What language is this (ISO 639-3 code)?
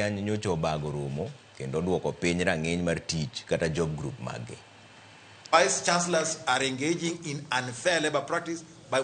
luo